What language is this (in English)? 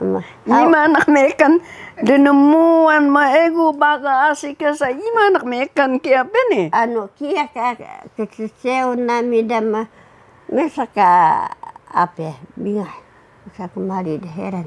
Taroko